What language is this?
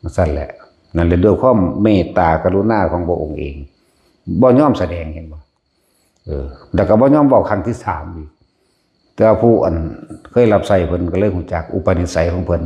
Northeastern Thai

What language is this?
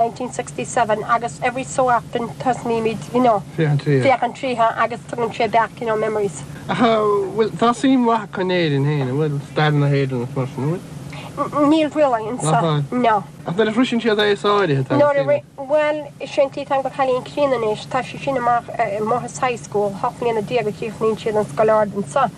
Irish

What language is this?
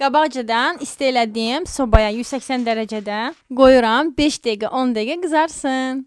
Azerbaijani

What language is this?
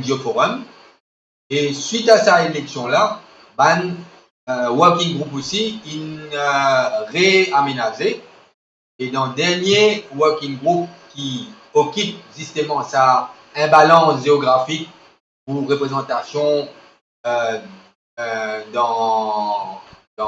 Morisyen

